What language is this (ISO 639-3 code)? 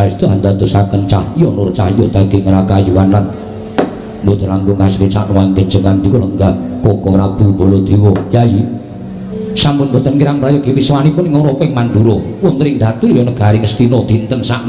jav